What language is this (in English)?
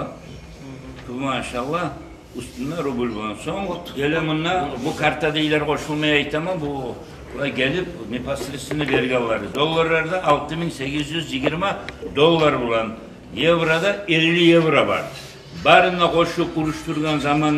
Kumyk